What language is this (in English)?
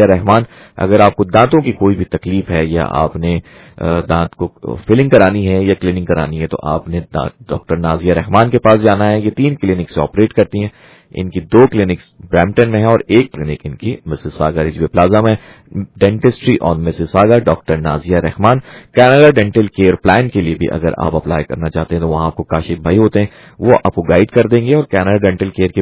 Urdu